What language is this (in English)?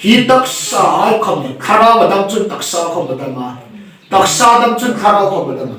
Hmar